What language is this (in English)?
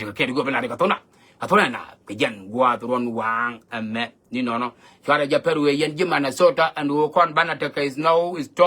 Nuer